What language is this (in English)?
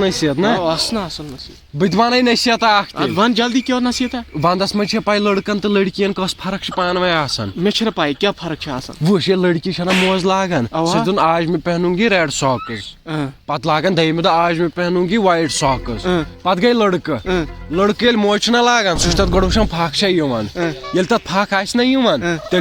Kashmiri